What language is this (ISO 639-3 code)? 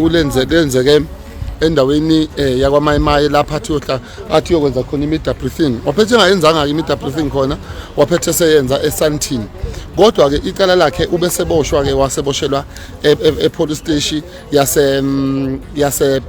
zul